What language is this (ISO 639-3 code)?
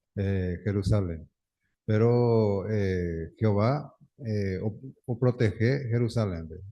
grn